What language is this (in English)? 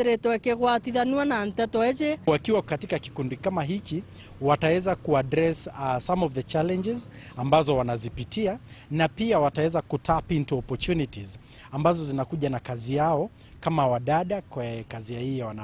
Meru